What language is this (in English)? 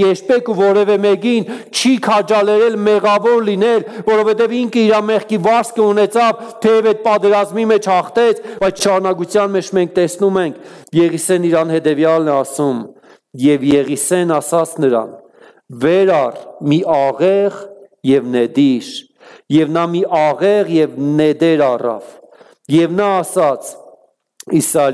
Armenian